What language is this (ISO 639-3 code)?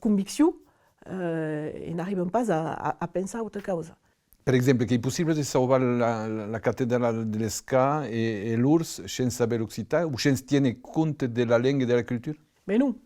oci